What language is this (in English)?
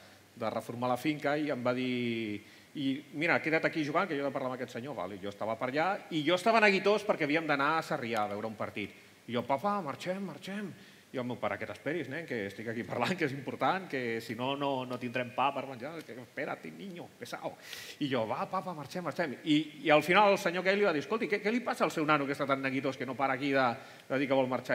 Catalan